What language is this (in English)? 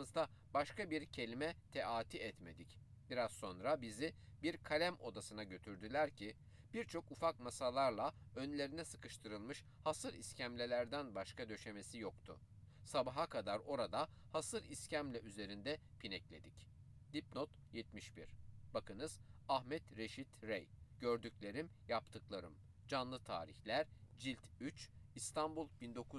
Turkish